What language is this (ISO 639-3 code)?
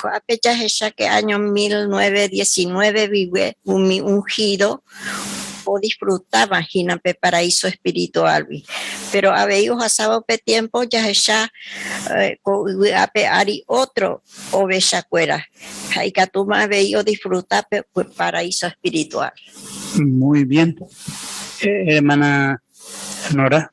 grn